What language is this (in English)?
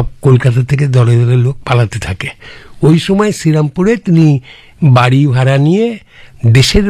Bangla